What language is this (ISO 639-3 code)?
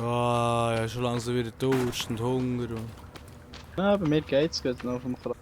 gsw